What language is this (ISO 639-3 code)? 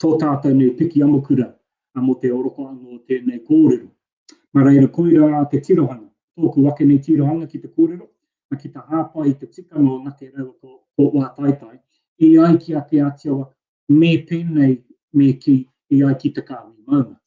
mri